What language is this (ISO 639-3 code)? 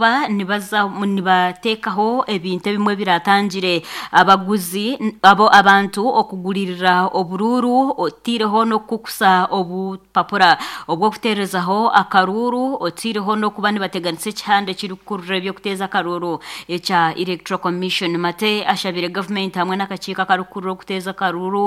nyn